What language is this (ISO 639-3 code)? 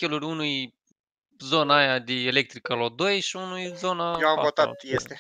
ron